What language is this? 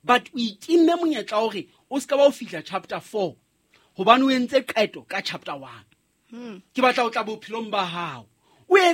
Southern Sotho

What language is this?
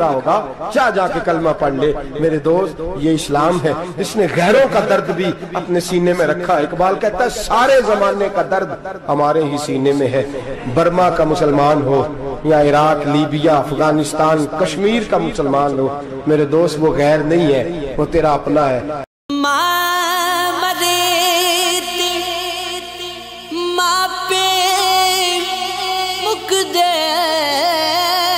Urdu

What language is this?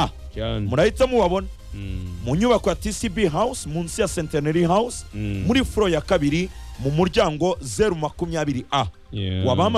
Kinyarwanda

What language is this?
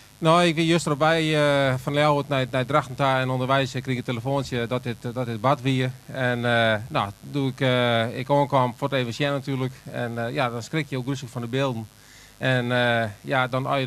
Western Frisian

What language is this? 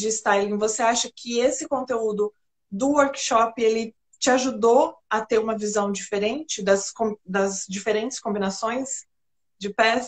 Portuguese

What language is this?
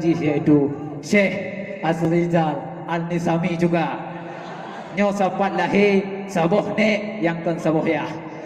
Achinese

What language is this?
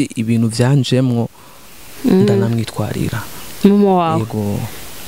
Rundi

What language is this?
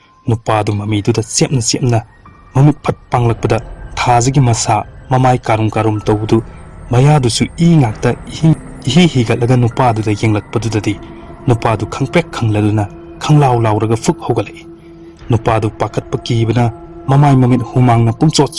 Manipuri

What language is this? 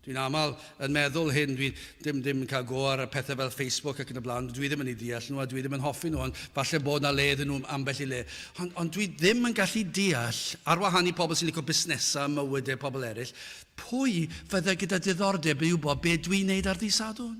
Welsh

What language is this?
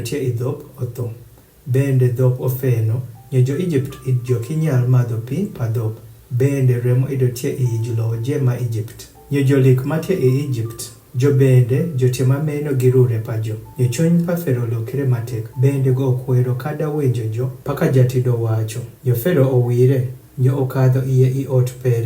Adhola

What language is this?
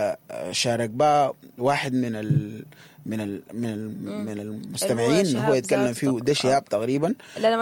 Sudanese Arabic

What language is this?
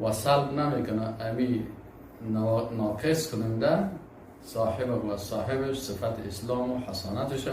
Persian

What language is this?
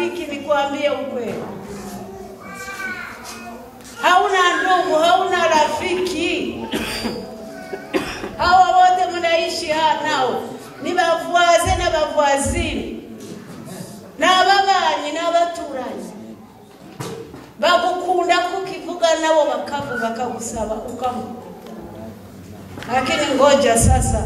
Kinyarwanda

